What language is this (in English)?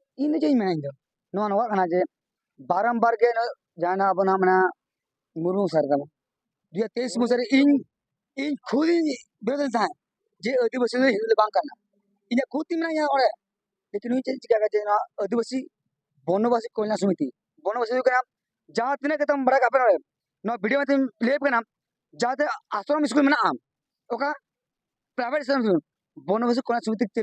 Santali